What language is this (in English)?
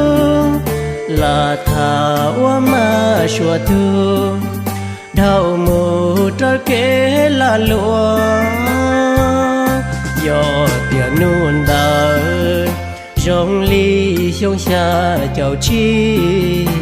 Hmong